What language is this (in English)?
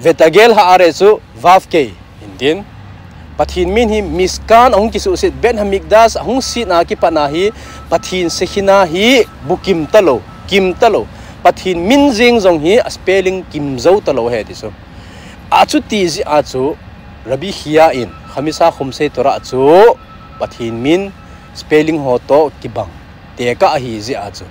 Thado Chin